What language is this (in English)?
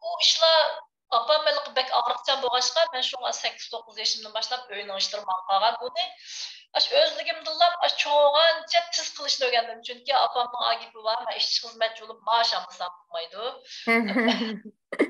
Uyghur